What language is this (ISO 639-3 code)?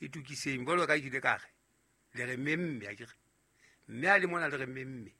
sot